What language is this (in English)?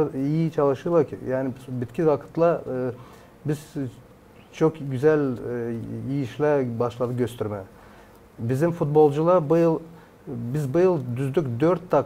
Gagauz